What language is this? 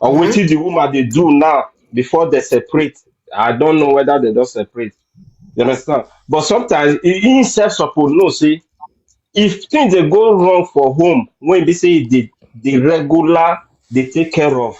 Nigerian Pidgin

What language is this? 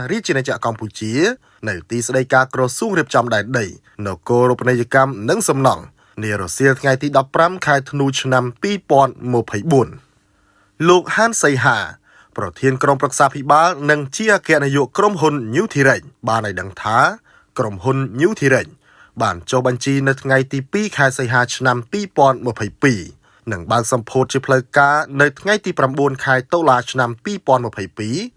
Khmer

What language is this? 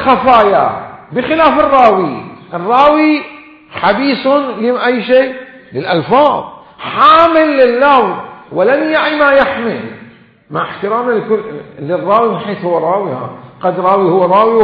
Mesopotamian Arabic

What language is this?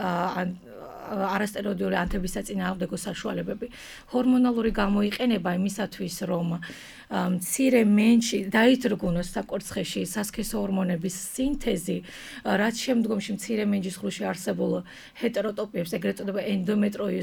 Georgian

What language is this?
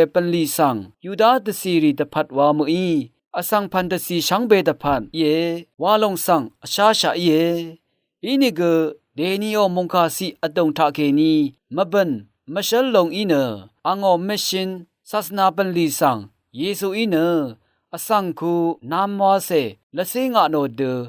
Rawang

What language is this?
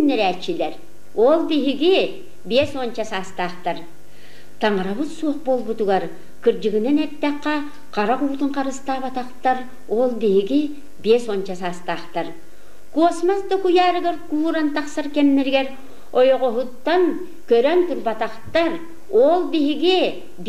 Yakut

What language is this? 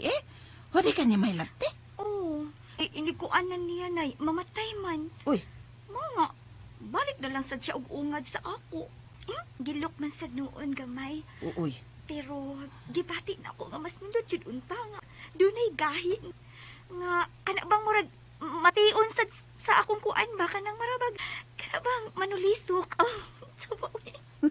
Cebuano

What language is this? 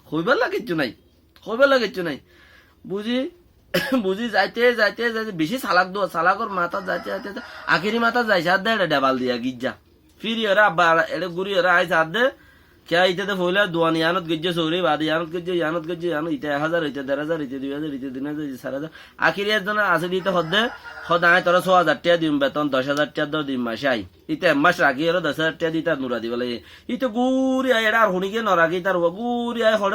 Rohingya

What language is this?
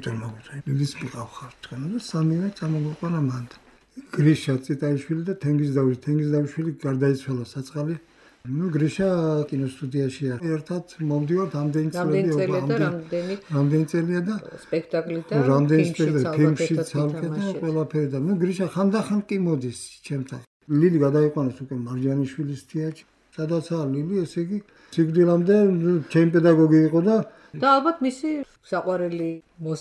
Georgian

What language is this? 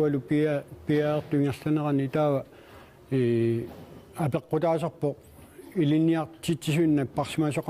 Kalaallisut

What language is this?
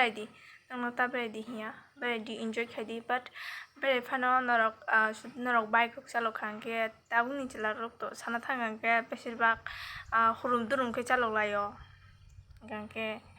Kok Borok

